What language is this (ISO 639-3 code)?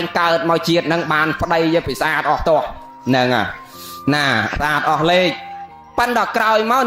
khm